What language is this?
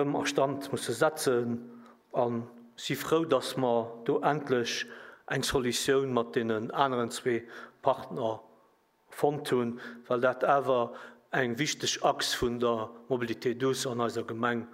Luxembourgish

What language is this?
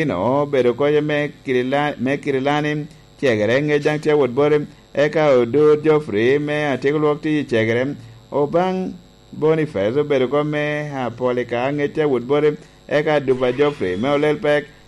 Lango (Uganda)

